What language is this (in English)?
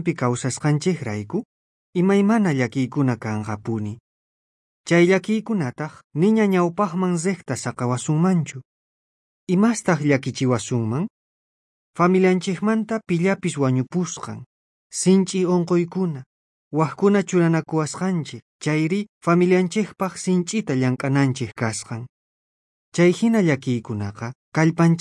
South Bolivian Quechua